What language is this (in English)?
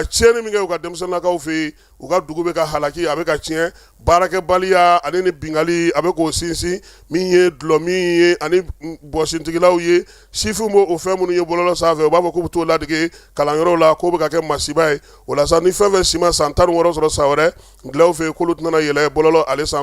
Bambara